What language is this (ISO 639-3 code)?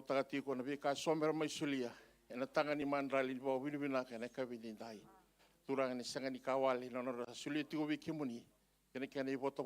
fij